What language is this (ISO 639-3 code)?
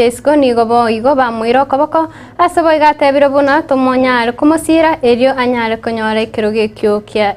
guz